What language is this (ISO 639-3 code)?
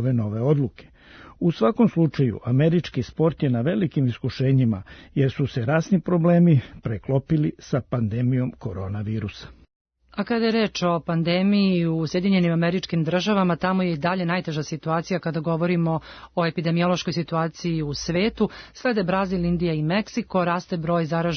srp